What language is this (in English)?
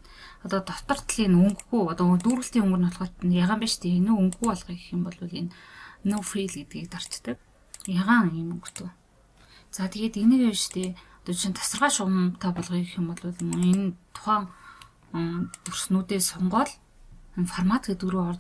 Mongolian